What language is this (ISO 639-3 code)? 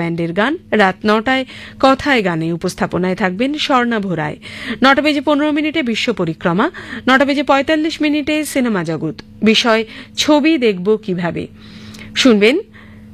ben